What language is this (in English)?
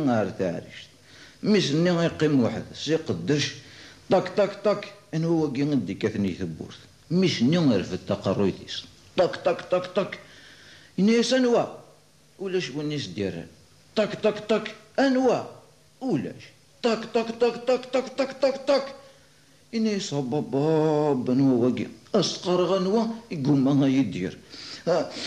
Kabyle